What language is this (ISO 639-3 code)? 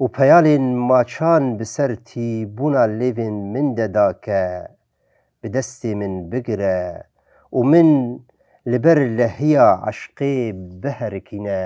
kur